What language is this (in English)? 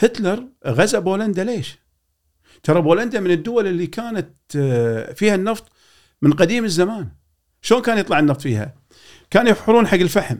Gulf Arabic